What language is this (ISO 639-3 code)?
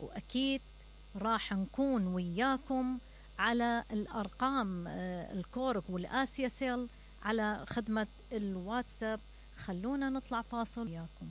acm